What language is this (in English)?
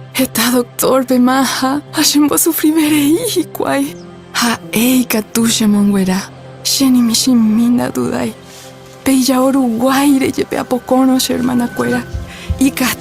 Guarani